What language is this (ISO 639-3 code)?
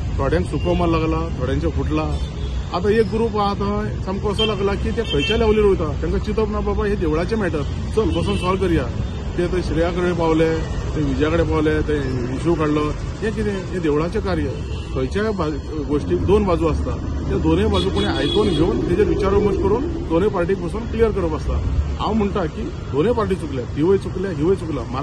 kok